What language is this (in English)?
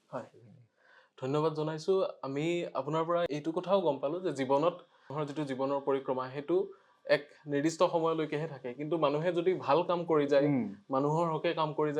Assamese